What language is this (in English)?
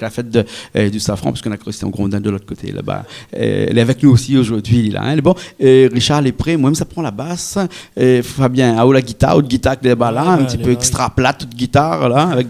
Réunion Creole French